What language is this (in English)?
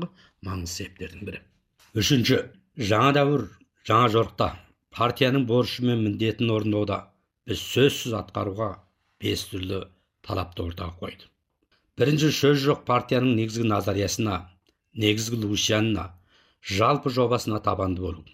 Kazakh